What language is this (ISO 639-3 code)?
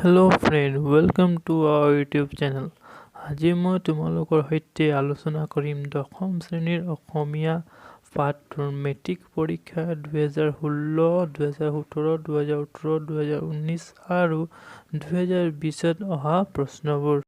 asm